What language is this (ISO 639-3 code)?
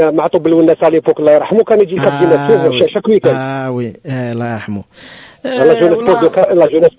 ary